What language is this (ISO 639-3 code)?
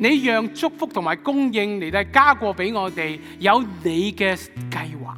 yue